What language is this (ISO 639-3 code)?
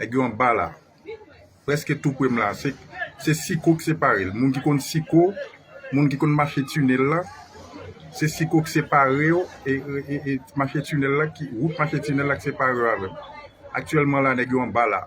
hat